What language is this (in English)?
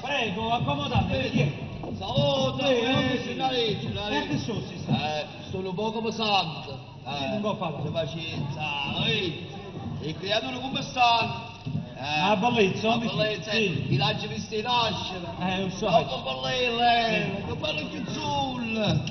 Neapolitan